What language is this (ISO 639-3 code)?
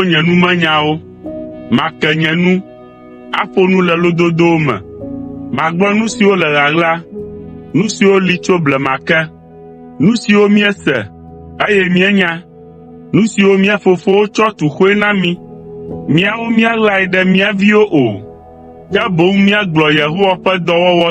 ewe